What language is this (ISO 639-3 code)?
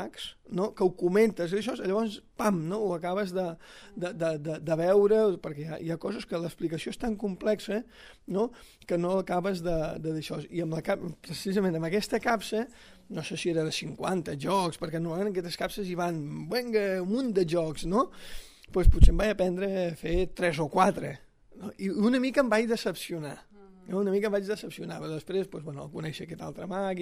cat